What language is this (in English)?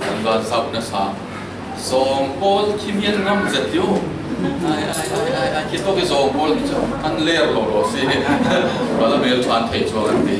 Falam Chin